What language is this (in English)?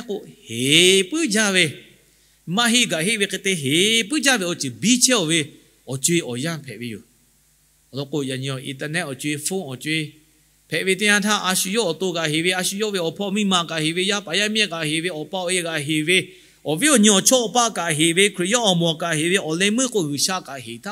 Lahu